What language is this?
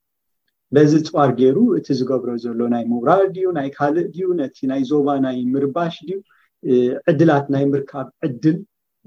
Tigrinya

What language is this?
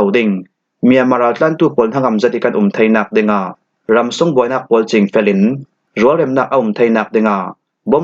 Falam Chin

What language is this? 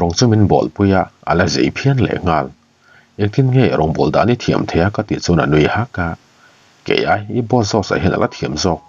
Mizo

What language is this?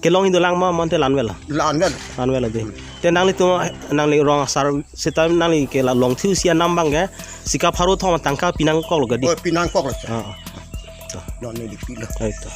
Karbi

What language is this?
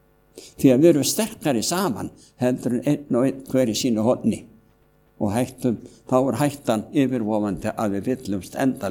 Icelandic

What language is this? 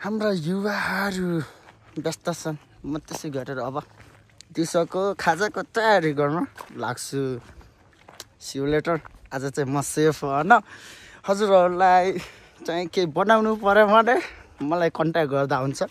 Nepali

